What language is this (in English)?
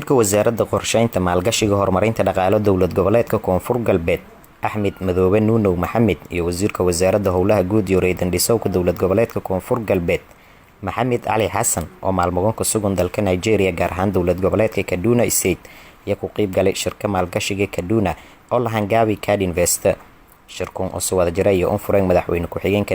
Somali